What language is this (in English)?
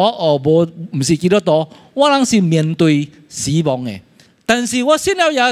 Min Nan Chinese